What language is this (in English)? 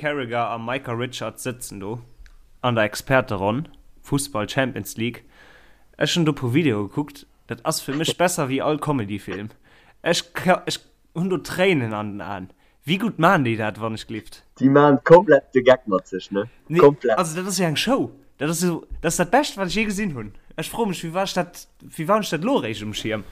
Luxembourgish